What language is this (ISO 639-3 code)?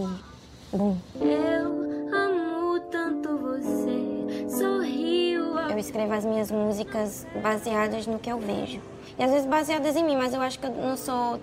por